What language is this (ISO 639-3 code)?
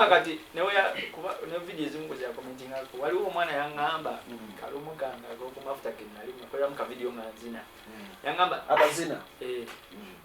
lug